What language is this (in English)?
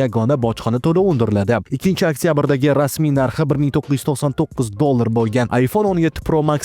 Uzbek